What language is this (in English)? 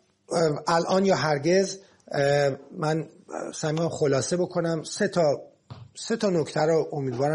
Persian